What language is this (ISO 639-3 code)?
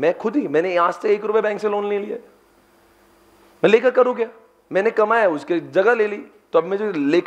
hin